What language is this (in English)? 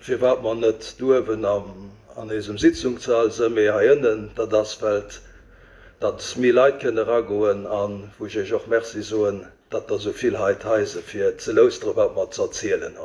Luxembourgish